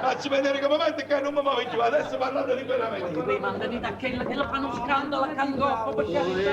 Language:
Neapolitan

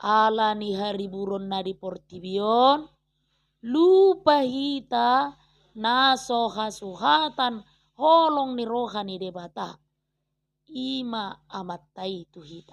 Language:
Batak Toba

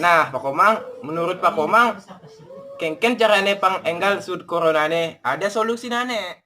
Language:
Balinese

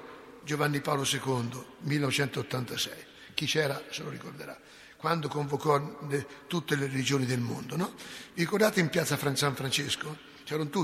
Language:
Italian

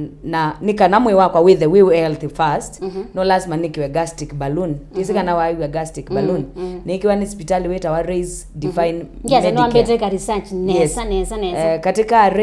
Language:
Kamba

